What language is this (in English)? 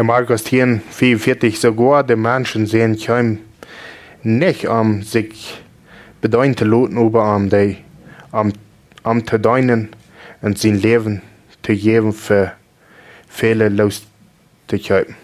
Plautdietsch